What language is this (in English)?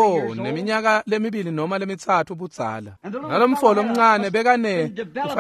Swati